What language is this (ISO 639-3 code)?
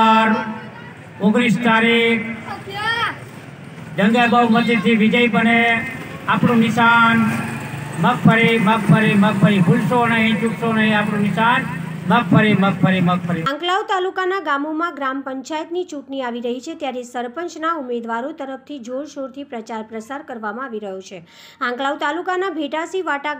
guj